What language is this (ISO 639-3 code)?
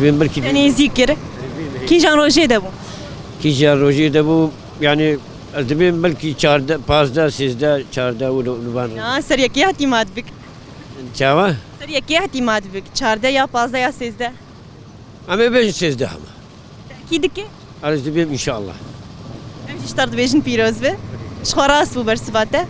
kur